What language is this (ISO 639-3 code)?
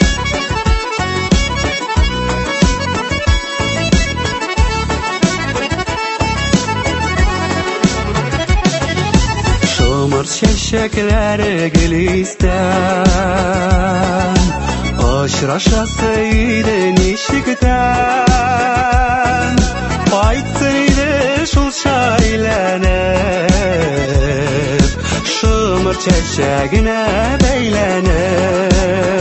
tat